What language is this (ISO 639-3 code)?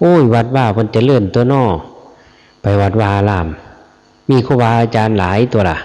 lao